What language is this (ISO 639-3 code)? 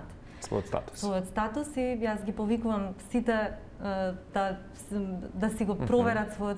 mkd